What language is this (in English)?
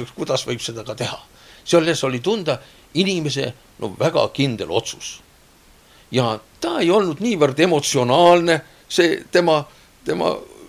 Estonian